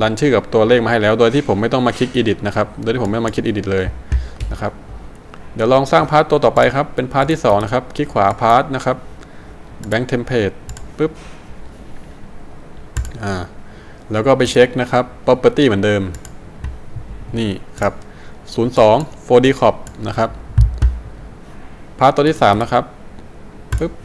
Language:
Thai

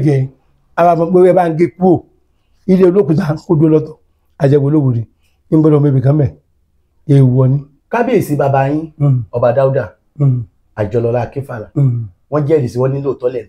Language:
Yoruba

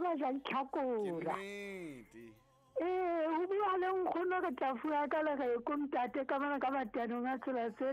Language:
Southern Sotho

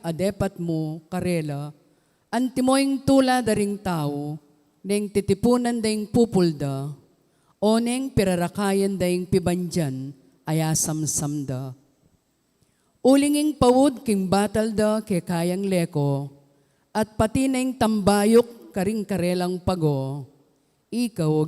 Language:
Pampanga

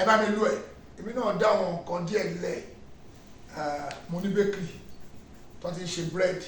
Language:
Yoruba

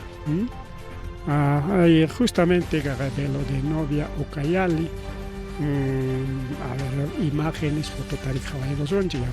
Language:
Ayacucho Quechua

